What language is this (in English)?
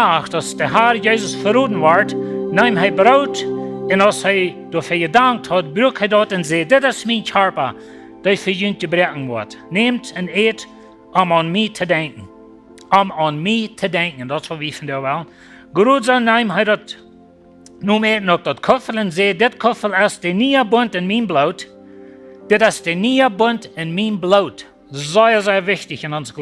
Plautdietsch